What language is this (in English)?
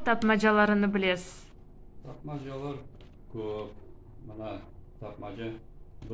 Crimean Tatar